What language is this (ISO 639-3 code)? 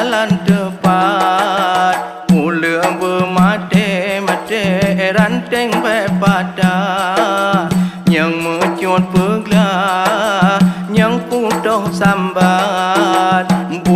ace